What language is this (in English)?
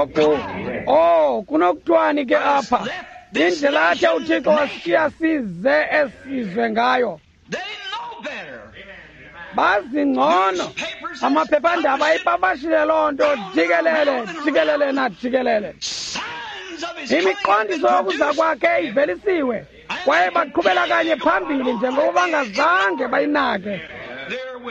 Xhosa